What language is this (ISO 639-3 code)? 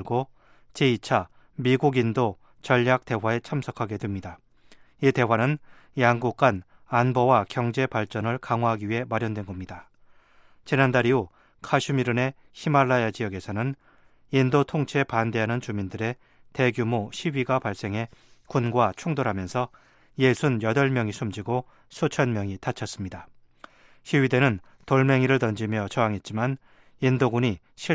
kor